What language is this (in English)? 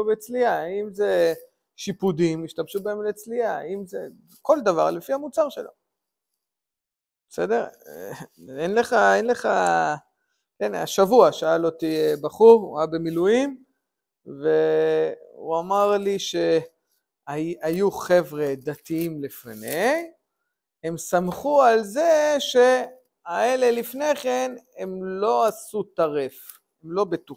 Hebrew